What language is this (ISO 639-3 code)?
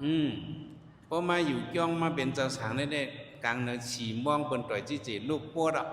shn